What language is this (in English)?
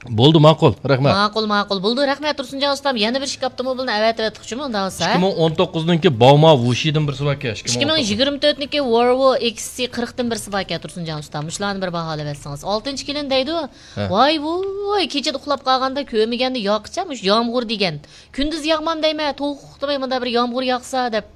Uyghur